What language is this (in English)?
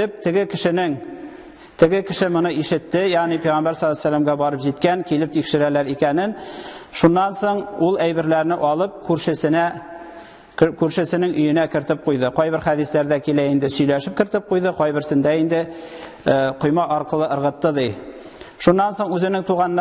Tatar